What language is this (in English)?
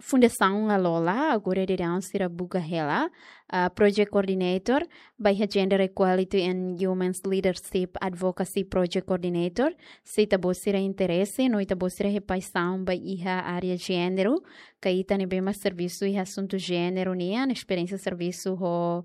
Tetum